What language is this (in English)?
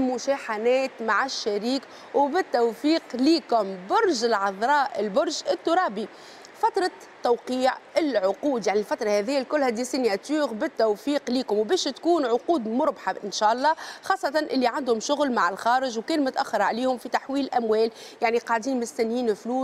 Tunisian Arabic